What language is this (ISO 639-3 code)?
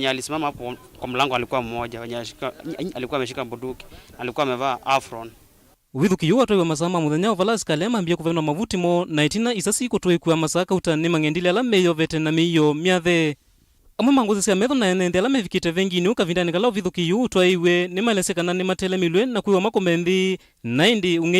kam